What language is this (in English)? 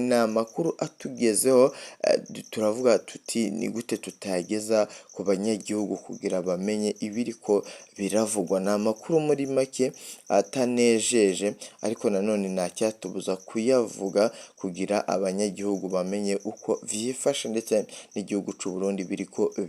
Rundi